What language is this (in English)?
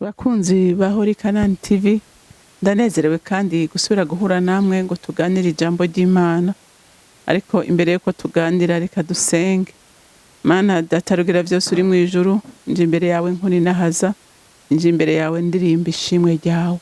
Rundi